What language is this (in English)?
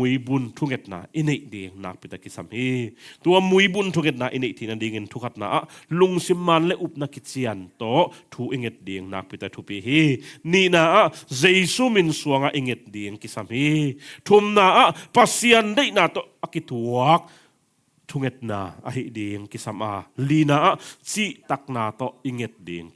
Tedim Chin